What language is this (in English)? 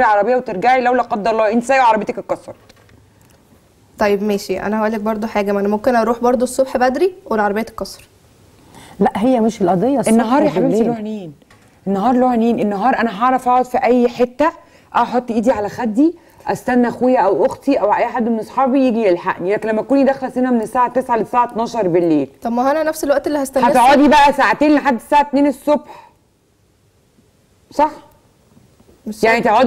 Egyptian Arabic